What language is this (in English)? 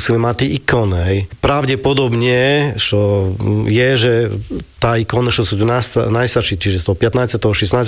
Slovak